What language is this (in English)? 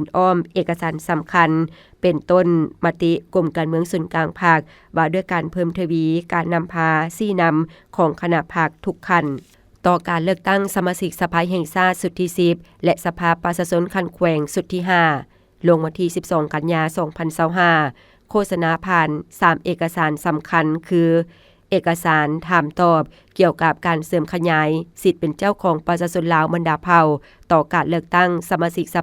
Lao